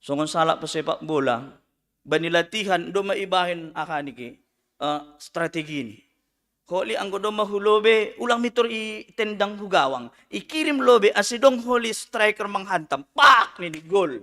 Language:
Batak Simalungun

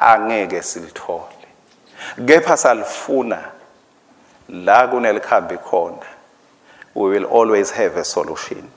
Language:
Swati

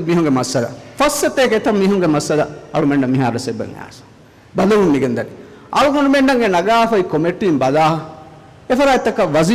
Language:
Divehi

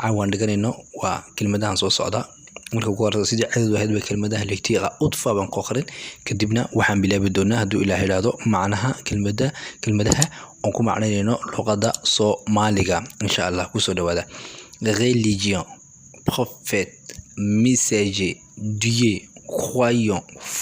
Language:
Somali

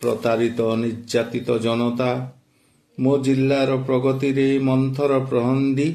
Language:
Odia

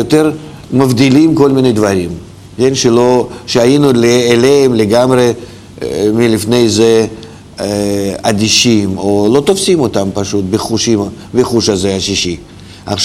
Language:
Hebrew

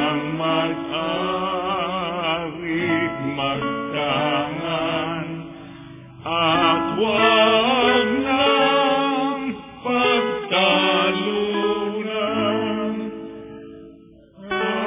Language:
Filipino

